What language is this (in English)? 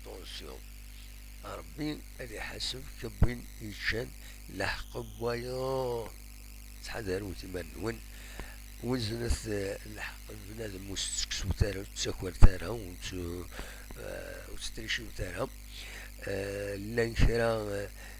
Kabyle